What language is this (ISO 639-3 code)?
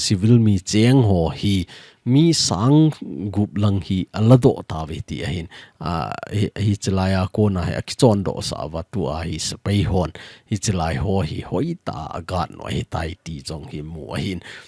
tcz